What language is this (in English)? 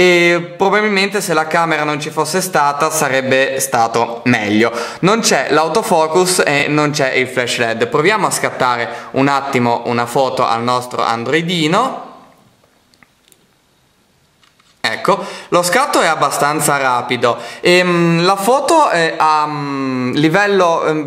Italian